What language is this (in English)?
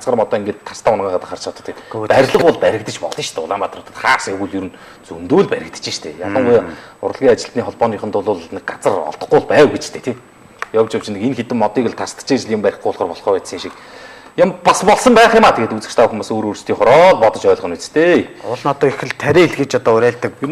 Mongolian